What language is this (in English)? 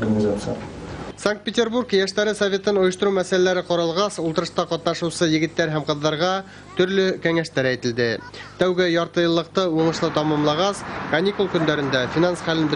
Bashkir